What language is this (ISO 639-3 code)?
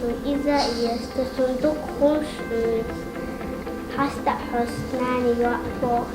che